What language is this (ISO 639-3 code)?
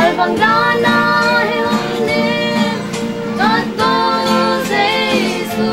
ctd